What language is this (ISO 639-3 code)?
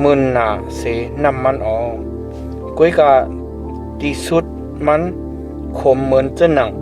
shn